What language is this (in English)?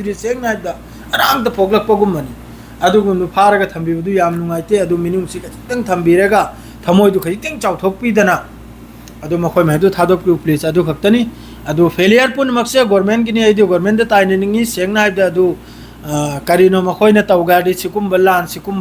Manipuri